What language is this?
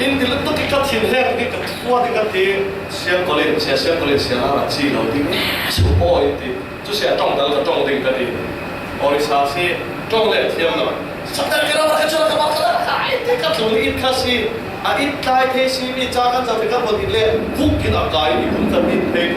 Falam Chin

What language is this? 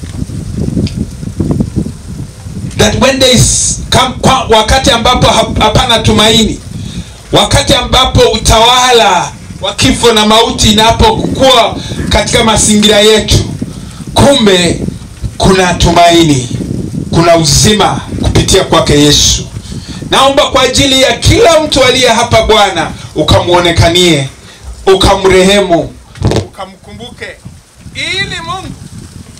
Swahili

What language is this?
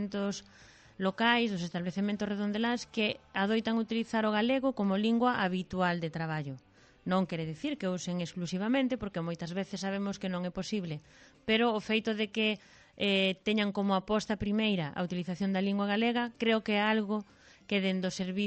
Galician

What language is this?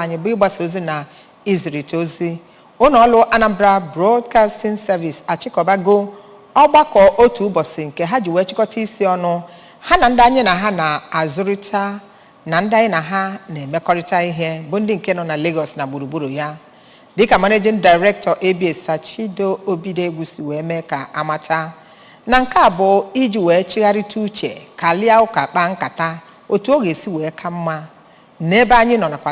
Igbo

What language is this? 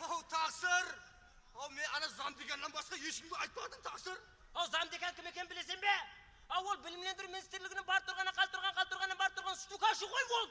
Kara-Kalpak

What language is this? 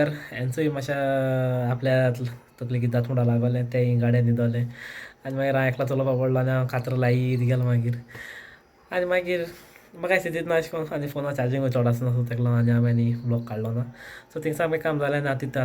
Konkani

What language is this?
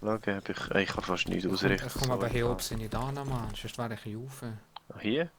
Swiss German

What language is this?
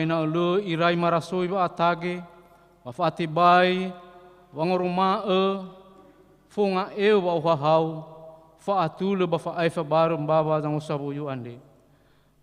Nias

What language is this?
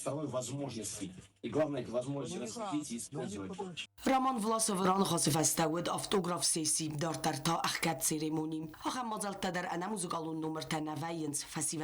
Ossetic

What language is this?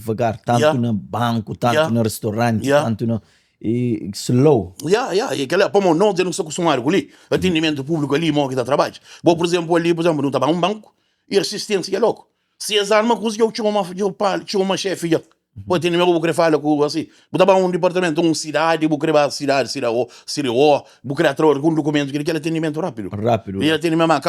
Kabuverdianu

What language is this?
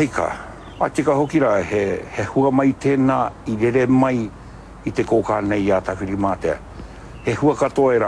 Māori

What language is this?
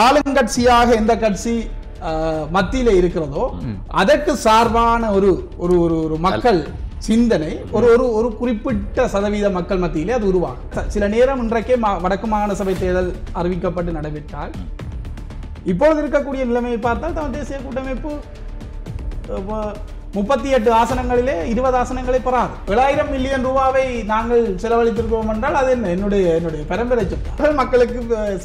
Tamil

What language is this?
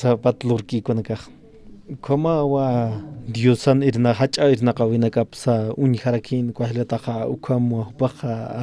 Aymara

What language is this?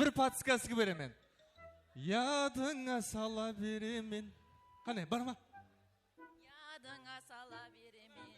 Kara-Kalpak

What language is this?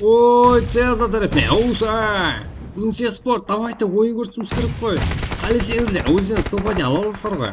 Kara-Kalpak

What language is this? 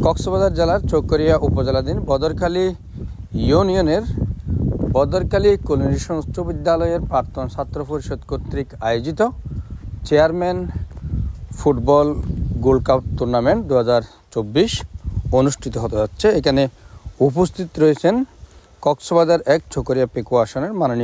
Bangla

